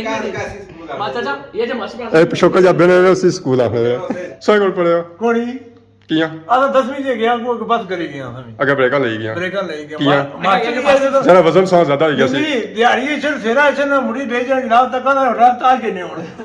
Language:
Pahari-Potwari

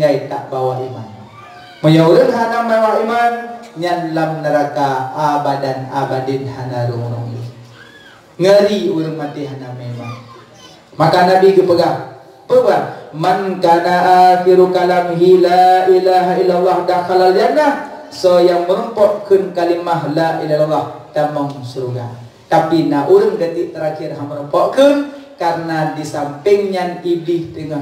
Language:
Achinese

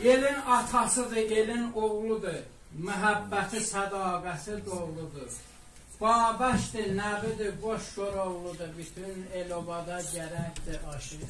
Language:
South Azerbaijani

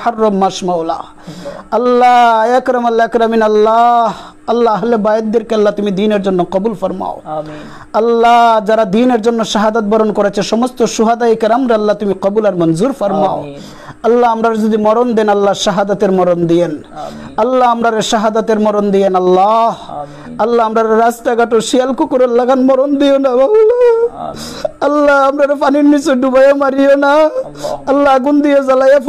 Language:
Sylheti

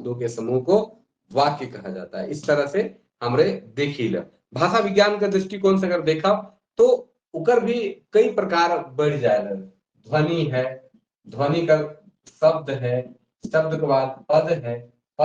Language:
Sadri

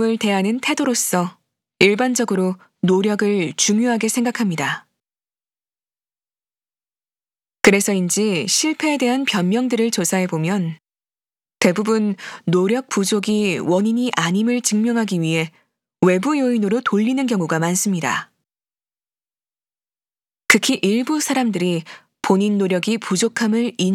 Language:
Korean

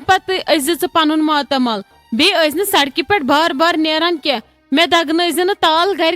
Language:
Kashmiri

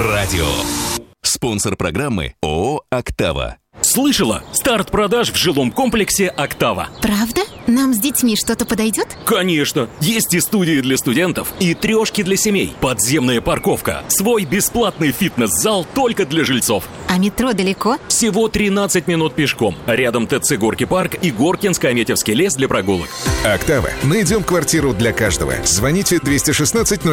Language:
Russian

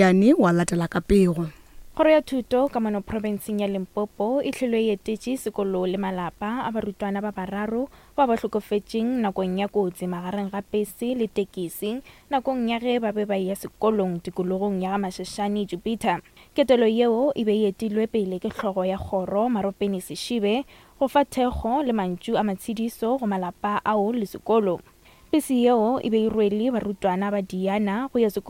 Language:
Northern Sotho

